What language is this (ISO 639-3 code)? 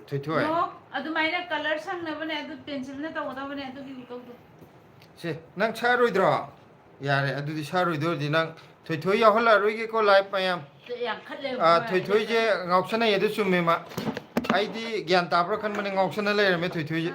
mni